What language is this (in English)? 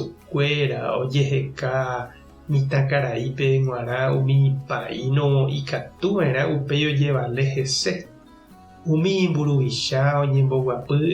Guarani